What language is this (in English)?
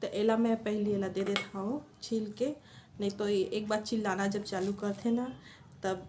Chhattisgarhi